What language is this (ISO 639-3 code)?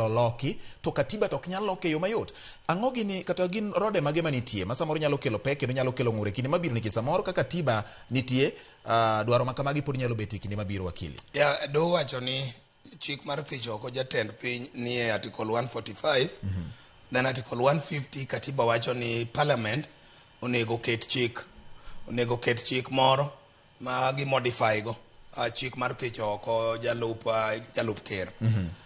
luo